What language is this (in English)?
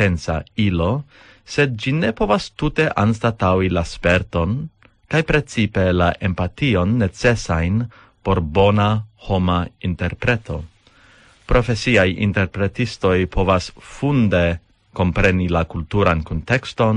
Esperanto